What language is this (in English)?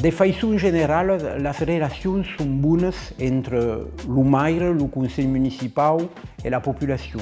Occitan